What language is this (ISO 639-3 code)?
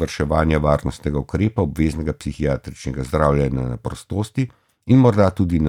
slv